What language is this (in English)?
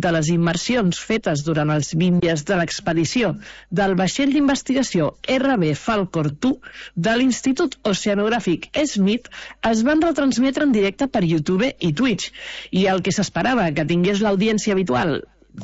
Catalan